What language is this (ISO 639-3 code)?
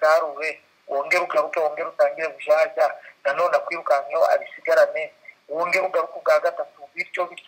kin